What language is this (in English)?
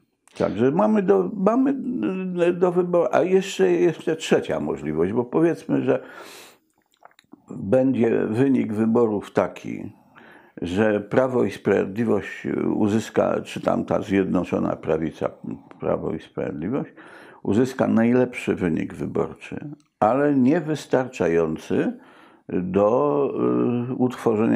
Polish